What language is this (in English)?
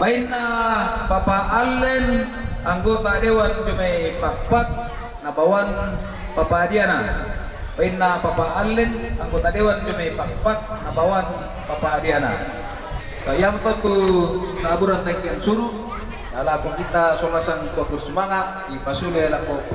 Toraja-Sa'dan